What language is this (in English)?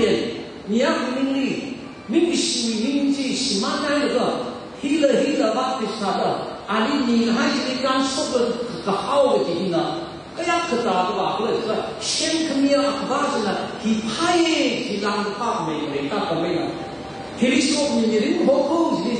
Tangkhul Naga (India)